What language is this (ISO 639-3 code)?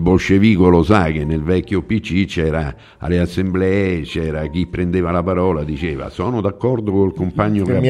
ita